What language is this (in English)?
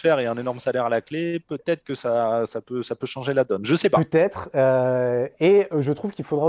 French